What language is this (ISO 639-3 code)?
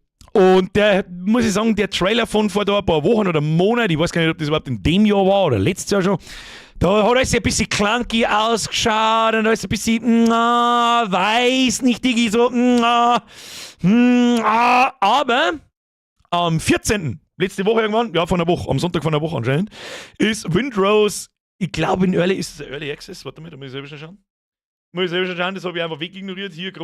bar